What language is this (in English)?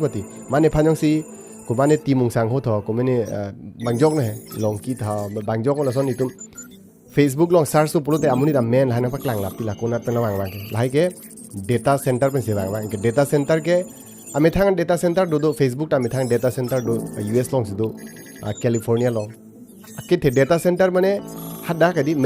Karbi